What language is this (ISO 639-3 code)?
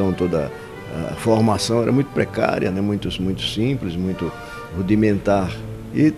por